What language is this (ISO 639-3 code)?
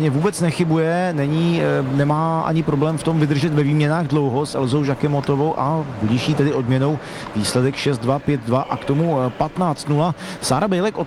ces